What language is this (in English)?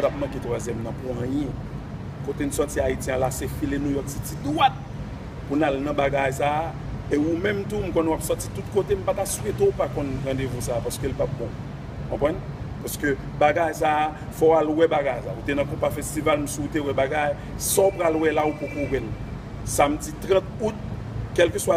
Haitian Creole